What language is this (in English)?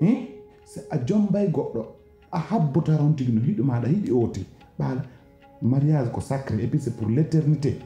Pular